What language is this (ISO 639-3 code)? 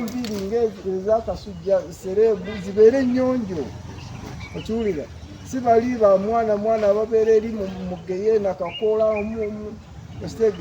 lug